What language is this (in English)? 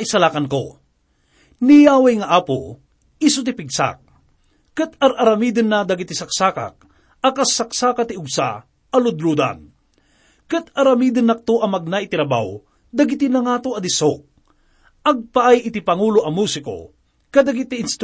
Iloko